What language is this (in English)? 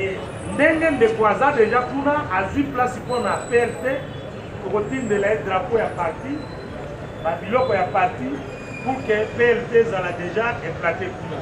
Lingala